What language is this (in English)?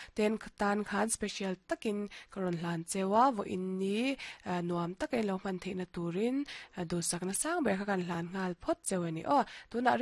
Mizo